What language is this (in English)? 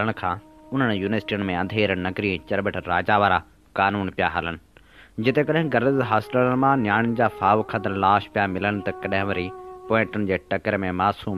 Sindhi